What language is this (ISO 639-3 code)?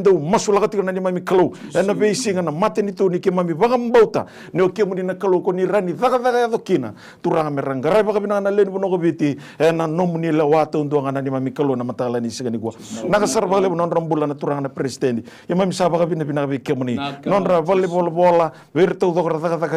fij